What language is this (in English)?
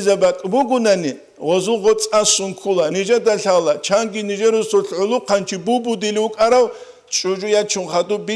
Avaric